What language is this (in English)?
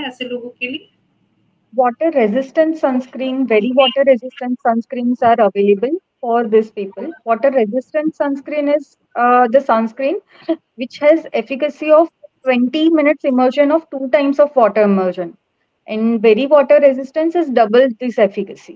English